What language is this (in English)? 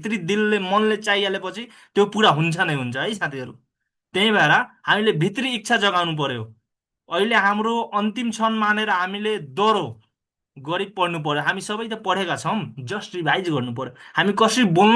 Nepali